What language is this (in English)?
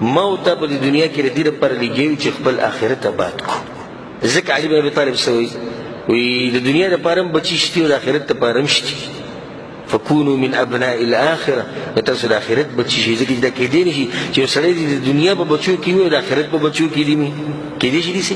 Pashto